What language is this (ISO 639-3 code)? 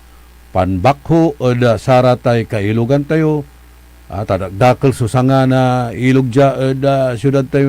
pag